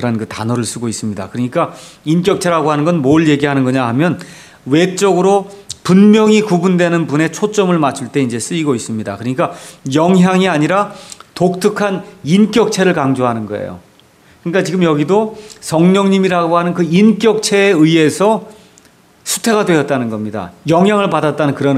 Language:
Korean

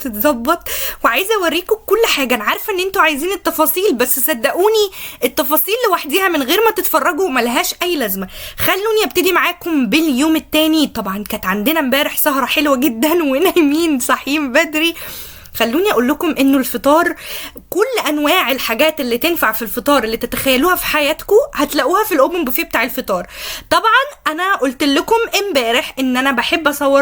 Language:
Egyptian Arabic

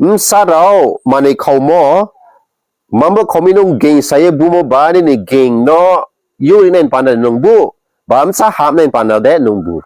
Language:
Riang (India)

